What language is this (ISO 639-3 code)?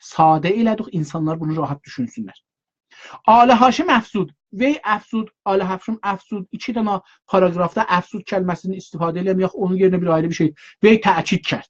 azb